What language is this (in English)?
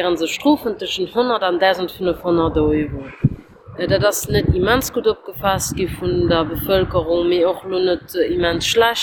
Luxembourgish